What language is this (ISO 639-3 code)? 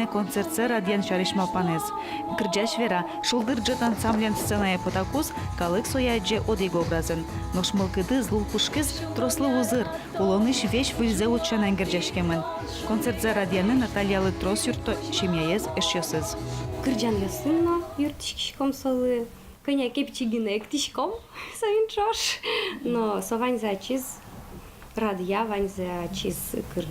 udm